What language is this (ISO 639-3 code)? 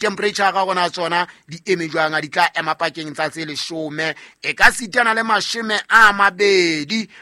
sot